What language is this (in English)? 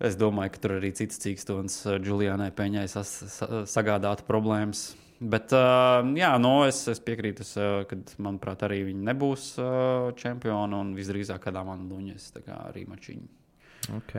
Latvian